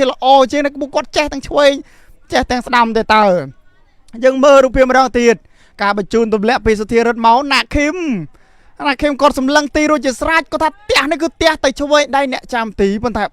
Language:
Khmer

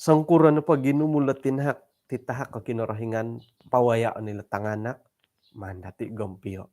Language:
Central Dusun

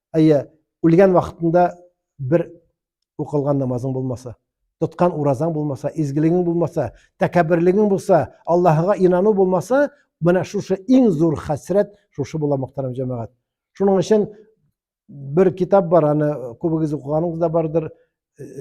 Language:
Tatar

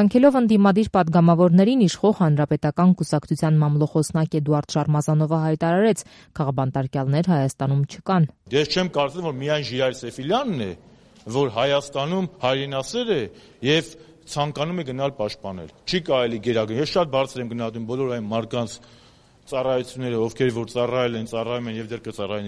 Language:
Armenian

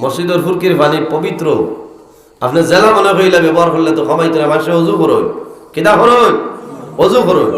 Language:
Sylheti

